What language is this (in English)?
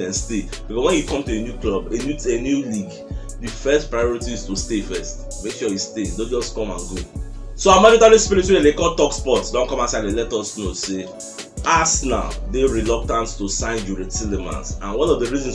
Nigerian Pidgin